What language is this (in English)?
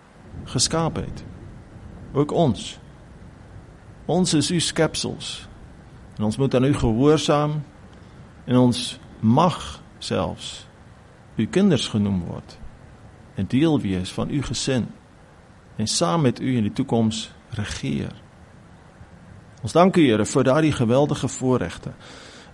Afrikaans